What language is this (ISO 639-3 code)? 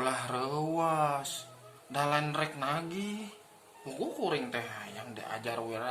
sun